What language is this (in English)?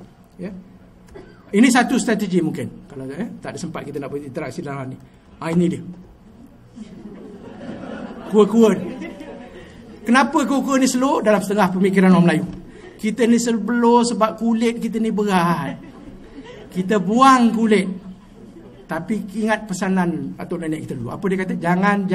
Malay